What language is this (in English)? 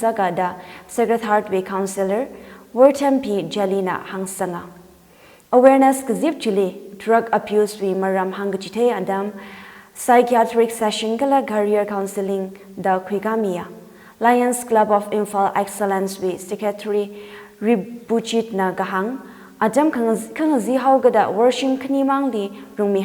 Tangkhul Naga (India)